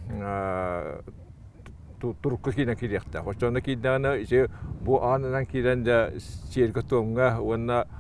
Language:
Yakut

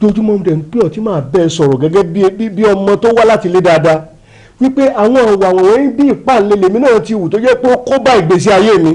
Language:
Yoruba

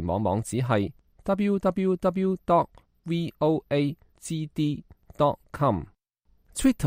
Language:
Cantonese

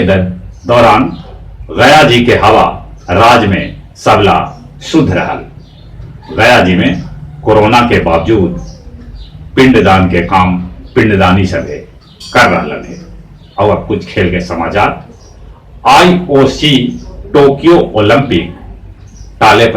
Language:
Magahi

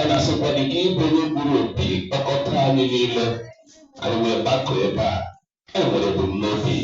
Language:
Igbo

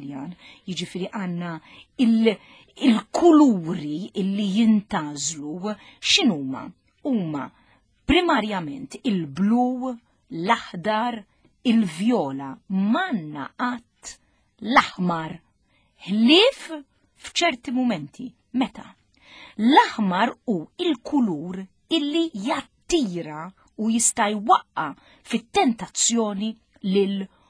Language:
Maltese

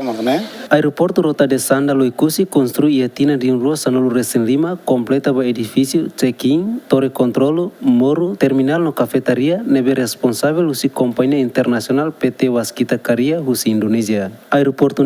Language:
Tetum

